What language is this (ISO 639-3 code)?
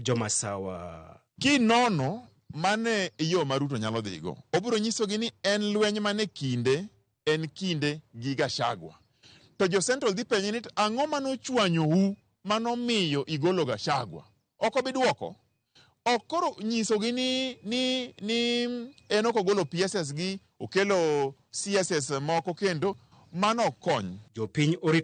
luo